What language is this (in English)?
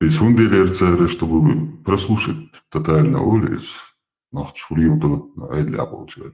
Chechen